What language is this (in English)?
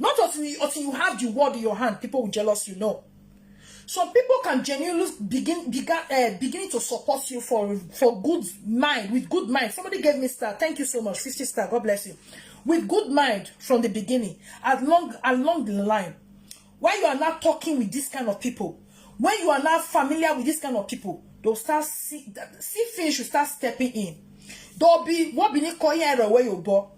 Nigerian Pidgin